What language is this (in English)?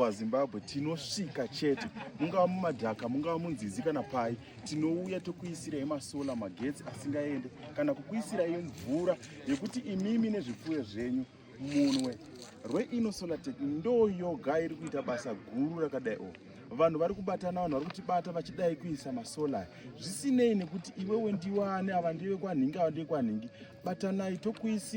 Shona